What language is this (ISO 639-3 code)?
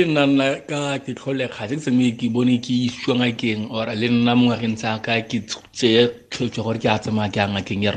tsn